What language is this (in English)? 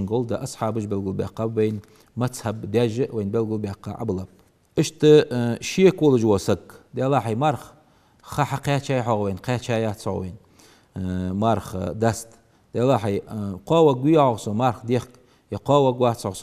Ingush